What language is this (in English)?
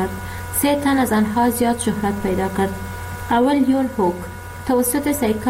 Persian